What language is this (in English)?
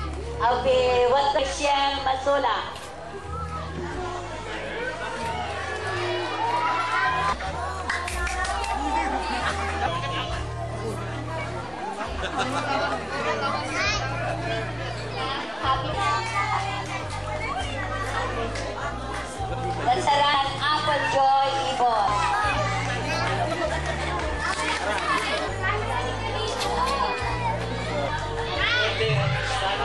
Filipino